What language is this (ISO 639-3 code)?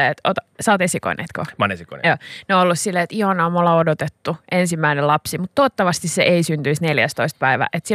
fin